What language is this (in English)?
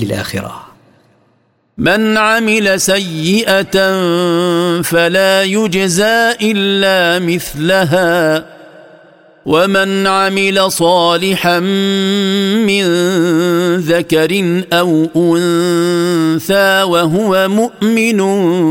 Arabic